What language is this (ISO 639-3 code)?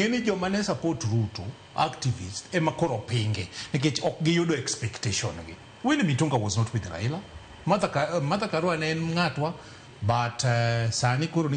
luo